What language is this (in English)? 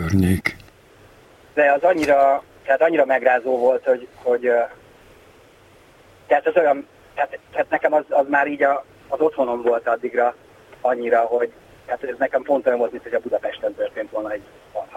Hungarian